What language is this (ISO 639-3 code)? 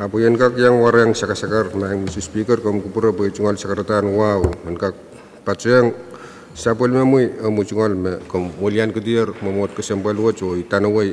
pon